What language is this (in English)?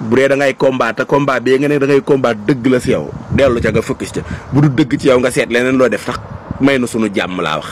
Wolof